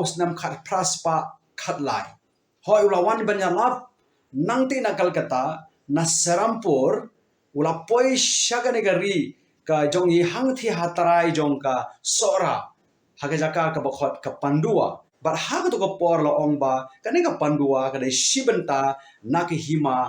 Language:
Khasi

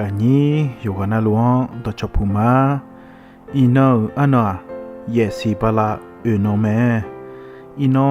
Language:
Akha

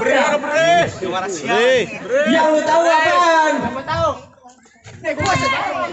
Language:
Betawi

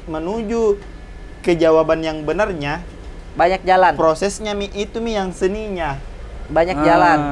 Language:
Makassar Malay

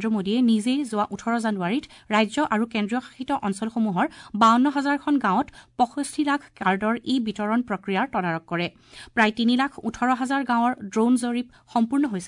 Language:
Assamese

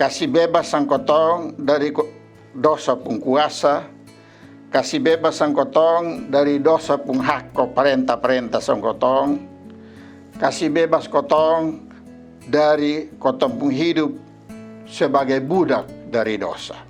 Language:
Kupang Malay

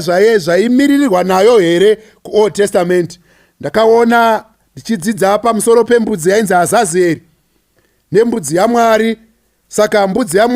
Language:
Shona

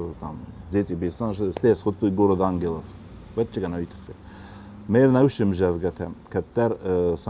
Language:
Ossetic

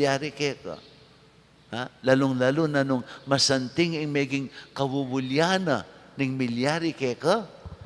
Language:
Pampanga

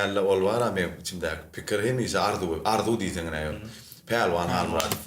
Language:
Turkmen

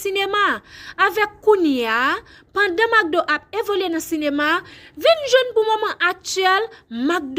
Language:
Haitian Creole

